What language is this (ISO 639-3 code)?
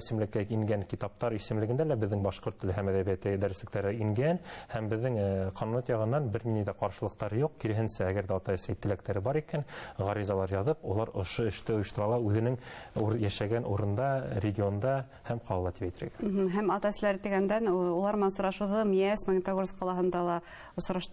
bak